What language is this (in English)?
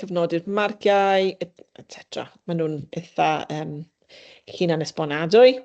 Welsh